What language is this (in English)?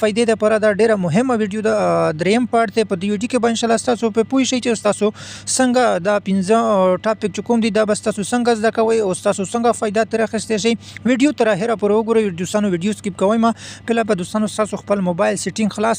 Pashto